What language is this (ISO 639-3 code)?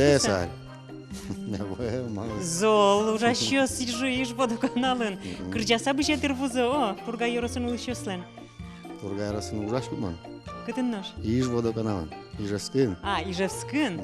udm